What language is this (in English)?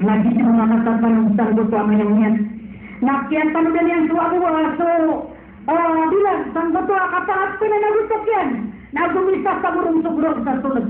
Maranao